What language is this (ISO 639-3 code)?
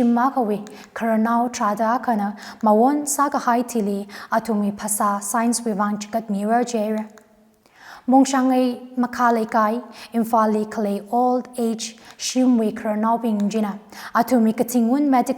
nmf